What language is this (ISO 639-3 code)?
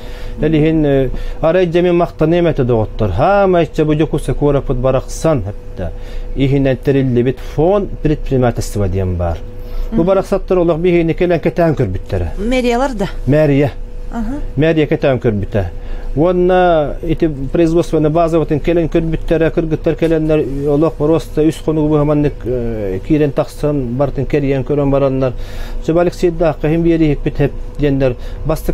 sah